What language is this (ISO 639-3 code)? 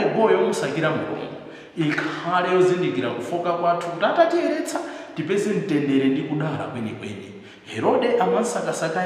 nya